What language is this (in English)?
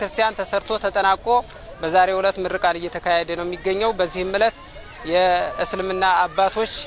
Amharic